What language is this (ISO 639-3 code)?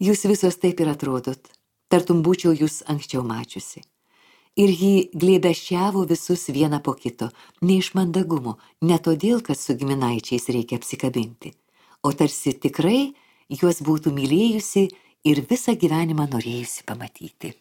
lit